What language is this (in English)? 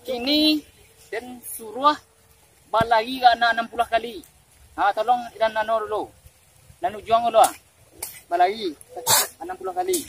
Minangkabau